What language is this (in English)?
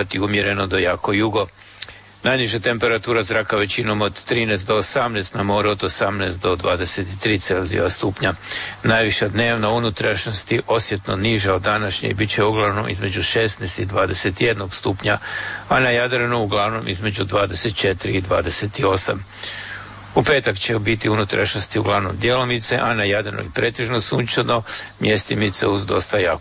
Croatian